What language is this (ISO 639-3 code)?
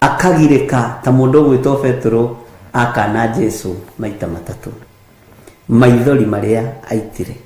kik